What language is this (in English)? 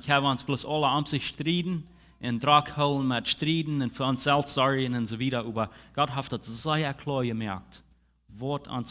Plautdietsch